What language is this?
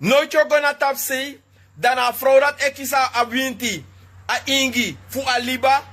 Sranan Tongo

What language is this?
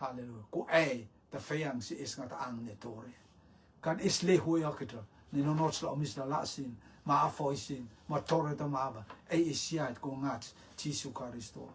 Rotuman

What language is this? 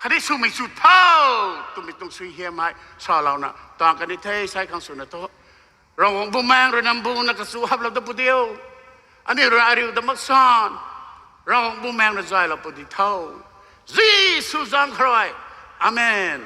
Rongmei Naga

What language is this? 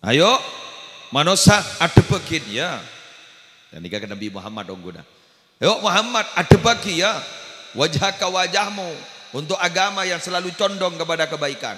Madurese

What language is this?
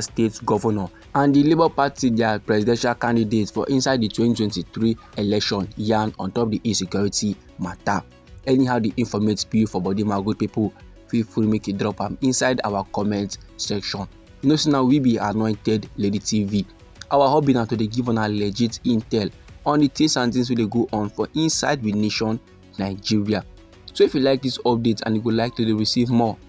Nigerian Pidgin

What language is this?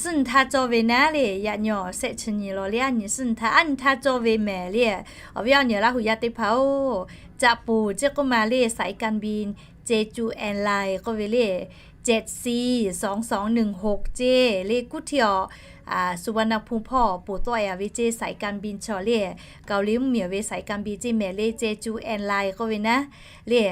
Lahu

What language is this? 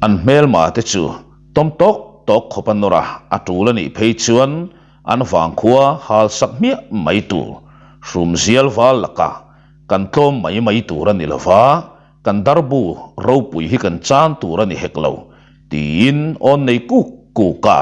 Mizo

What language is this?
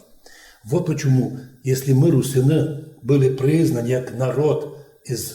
Rusyn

